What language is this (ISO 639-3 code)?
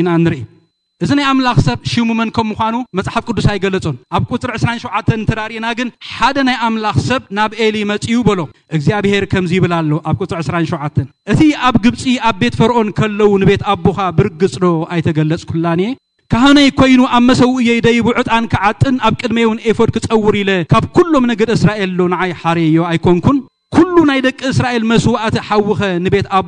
tir